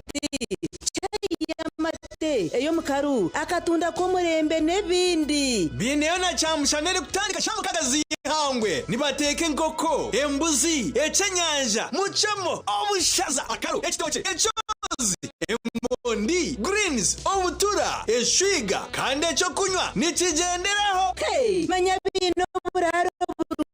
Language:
Nyankole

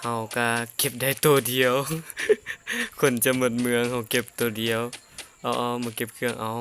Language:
Lao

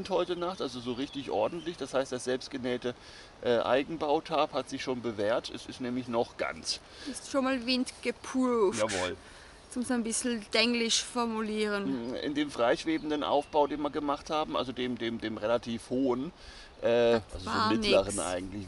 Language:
German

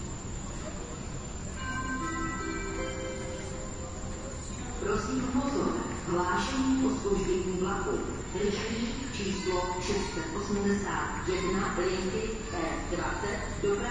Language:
Czech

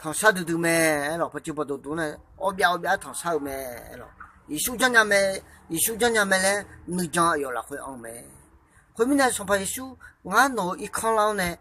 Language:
Akha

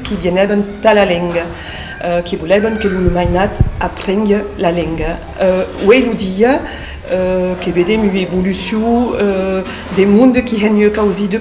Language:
Occitan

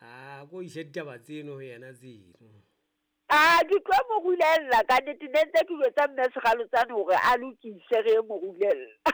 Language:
Southern Sotho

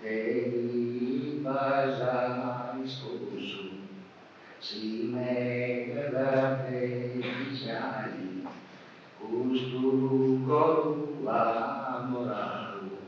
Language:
Sardinian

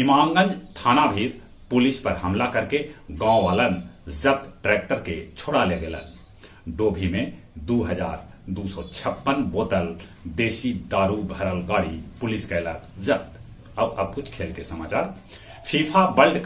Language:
Magahi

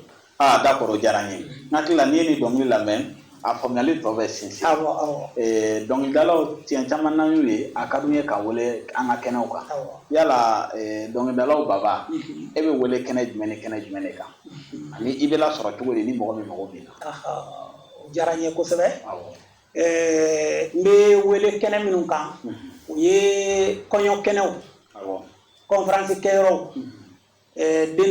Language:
Bambara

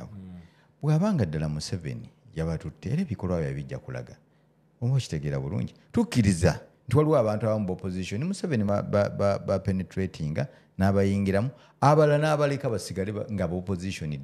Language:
Ganda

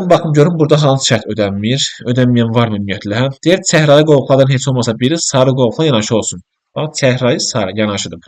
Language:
Azerbaijani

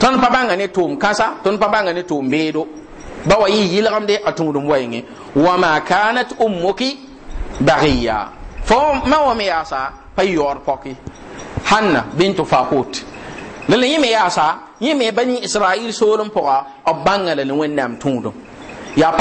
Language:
Mossi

